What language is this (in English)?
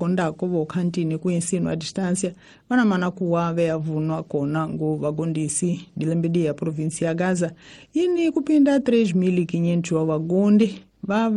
Tsonga